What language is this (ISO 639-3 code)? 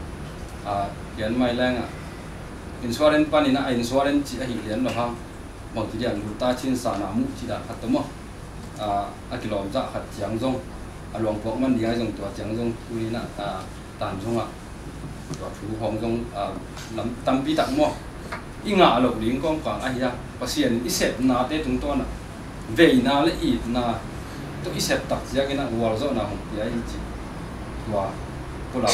ctd